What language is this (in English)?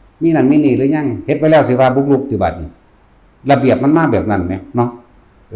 Northeastern Thai